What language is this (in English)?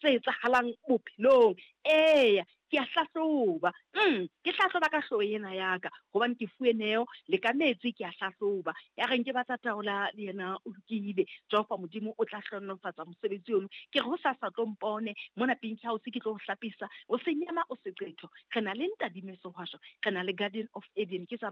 Southern Sotho